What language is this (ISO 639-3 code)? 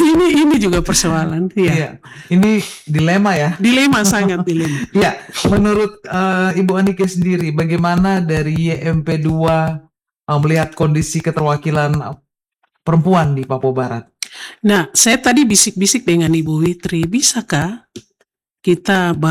ind